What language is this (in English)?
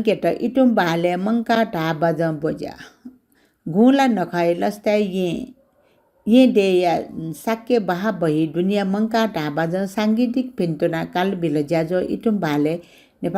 Newari